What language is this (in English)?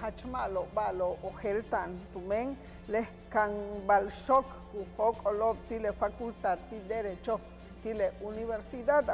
Yucateco